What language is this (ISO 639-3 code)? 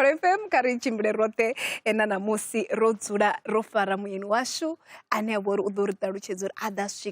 ven